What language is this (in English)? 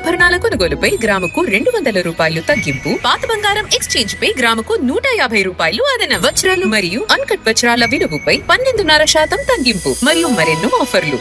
Telugu